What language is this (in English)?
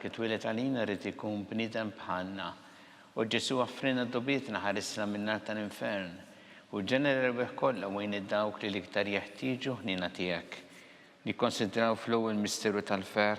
Maltese